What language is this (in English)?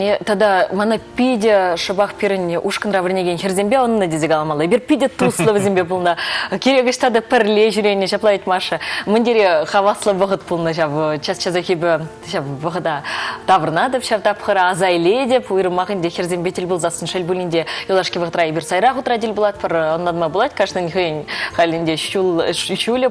Chuvash